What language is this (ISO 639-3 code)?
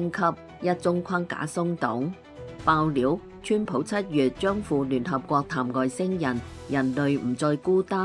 yue